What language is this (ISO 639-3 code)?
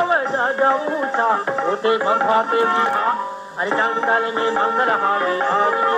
hne